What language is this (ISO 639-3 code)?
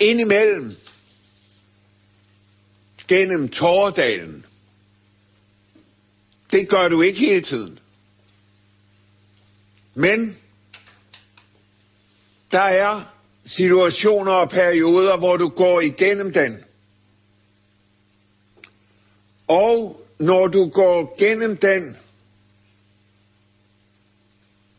dan